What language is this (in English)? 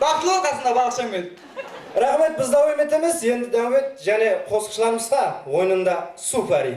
Kara-Kalpak